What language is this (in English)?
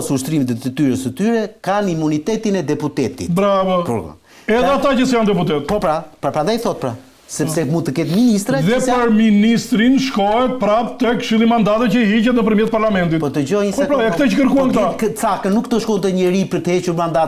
Albanian